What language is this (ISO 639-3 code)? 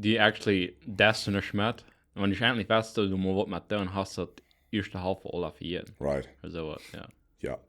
pdt